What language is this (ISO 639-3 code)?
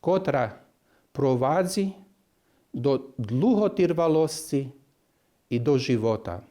rue